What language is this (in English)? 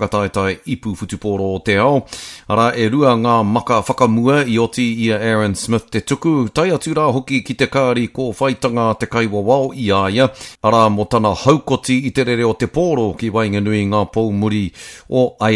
Māori